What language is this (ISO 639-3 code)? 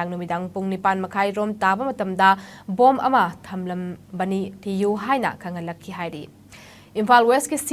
mni